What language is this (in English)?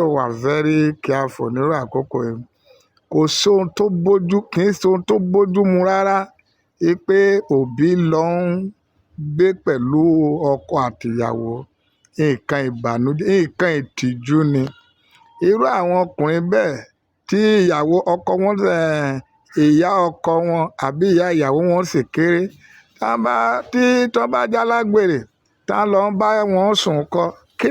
Yoruba